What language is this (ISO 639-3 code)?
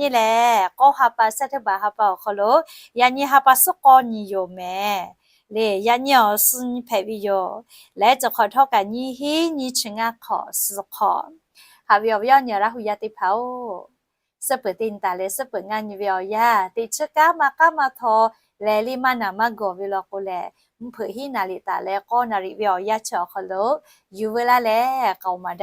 lhu